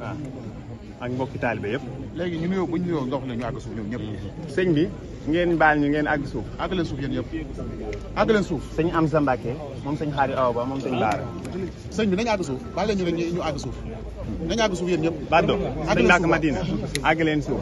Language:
Wolof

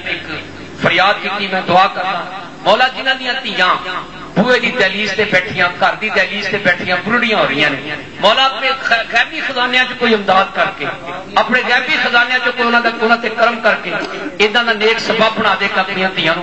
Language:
Western Panjabi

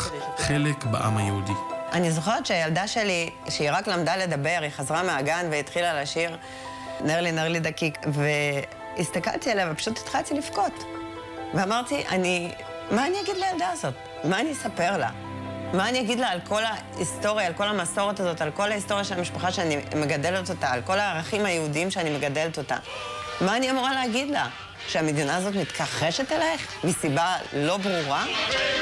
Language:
Hebrew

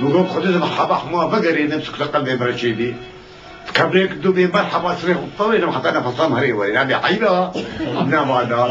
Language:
Kurdish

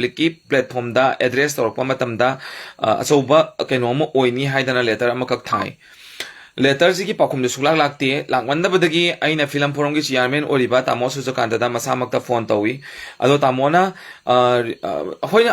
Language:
Manipuri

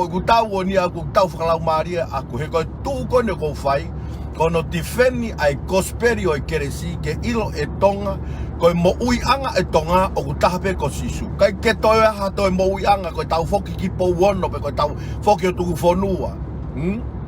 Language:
Tongan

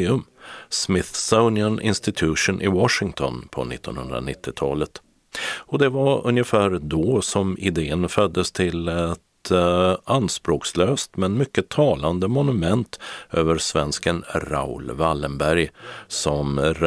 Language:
Swedish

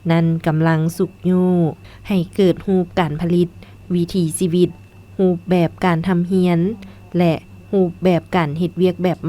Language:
Lao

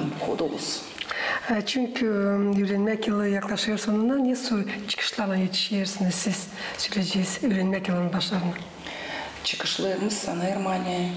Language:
Gagauz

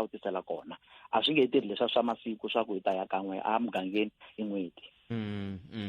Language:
Tsonga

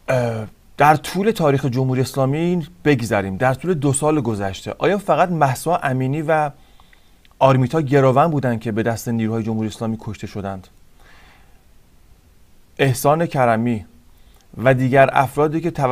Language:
Persian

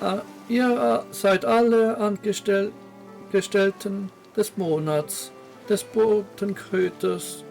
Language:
Swiss German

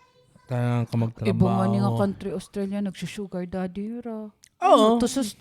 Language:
Waray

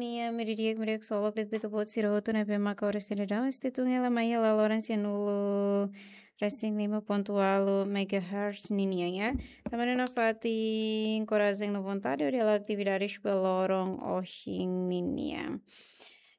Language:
Tetum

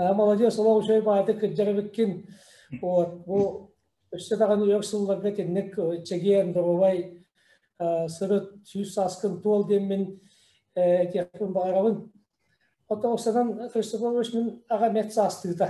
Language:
Yakut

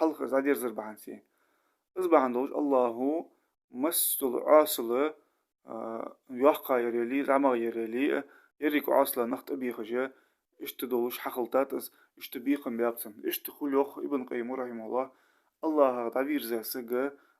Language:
Ingush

